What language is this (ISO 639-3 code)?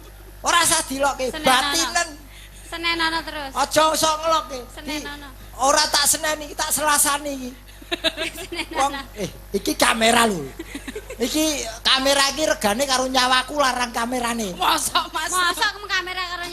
jav